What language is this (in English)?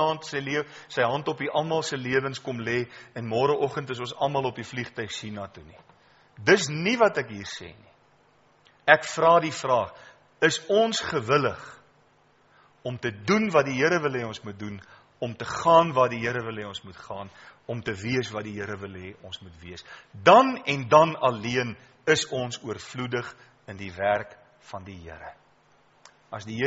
Afrikaans